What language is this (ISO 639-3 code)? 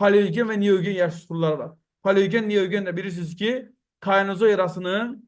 aze